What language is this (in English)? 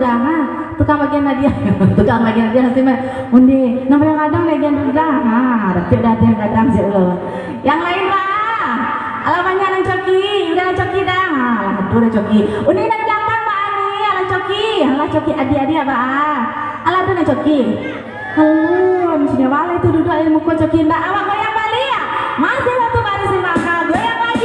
Minangkabau